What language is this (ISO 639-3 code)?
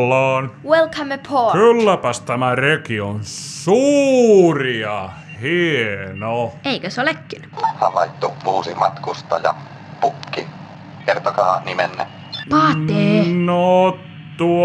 fin